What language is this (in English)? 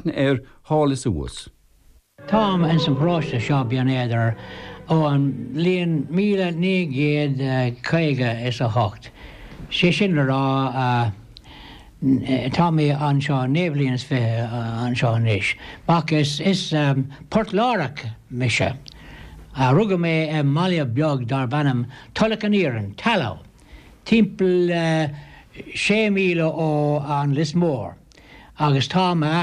Irish